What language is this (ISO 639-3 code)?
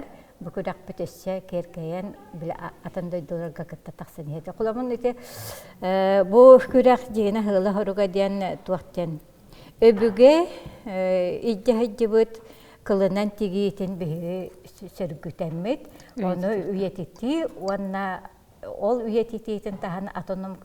sah